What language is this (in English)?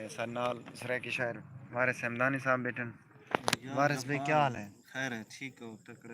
Saraiki